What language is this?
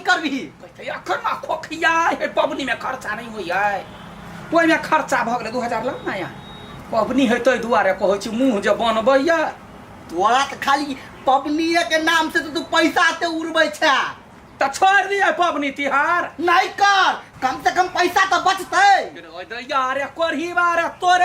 Maithili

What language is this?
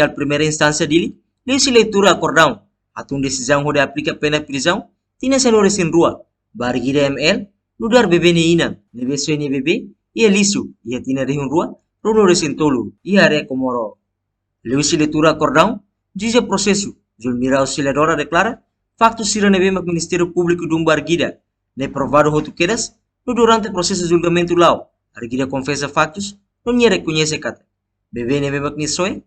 Tetum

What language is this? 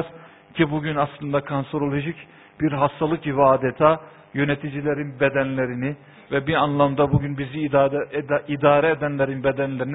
Turkish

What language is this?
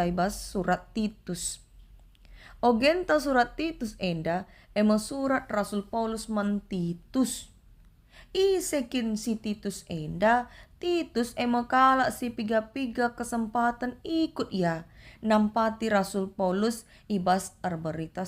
Batak Karo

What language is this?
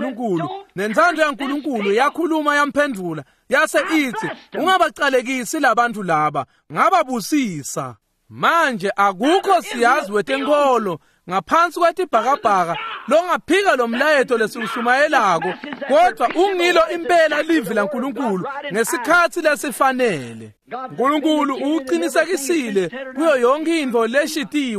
Swati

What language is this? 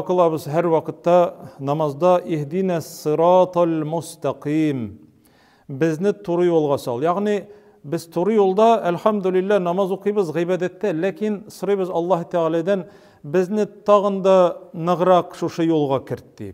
Tatar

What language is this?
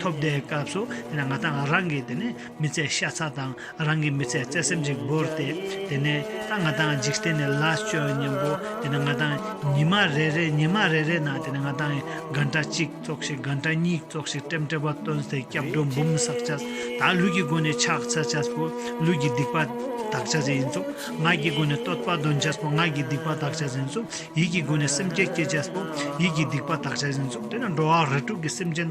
Ladakhi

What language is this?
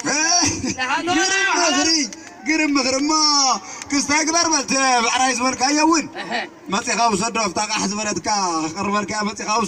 Tigrinya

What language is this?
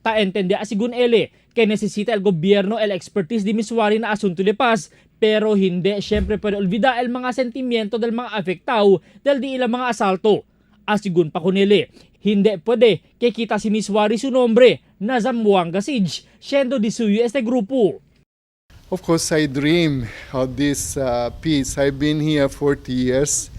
Chavacano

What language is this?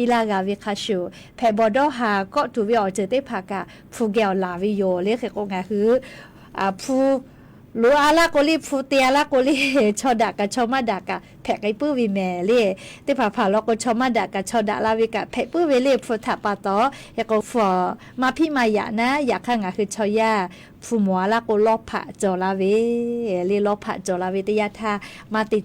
Lahu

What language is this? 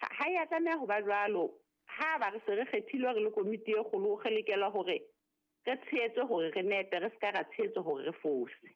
Southern Sotho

